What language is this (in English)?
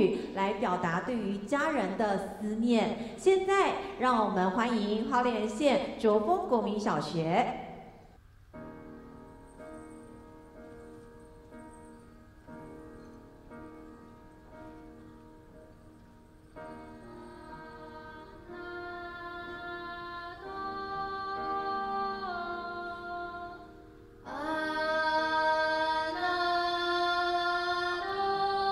Chinese